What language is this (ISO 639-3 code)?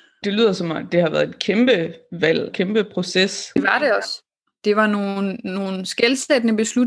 dan